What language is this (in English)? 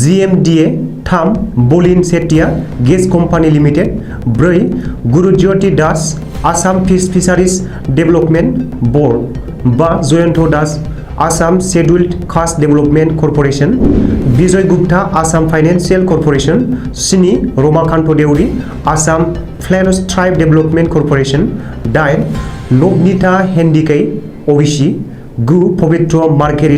Bodo